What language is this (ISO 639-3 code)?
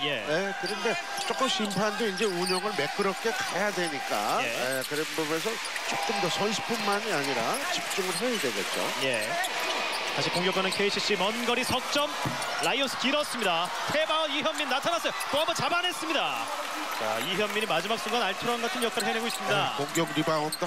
kor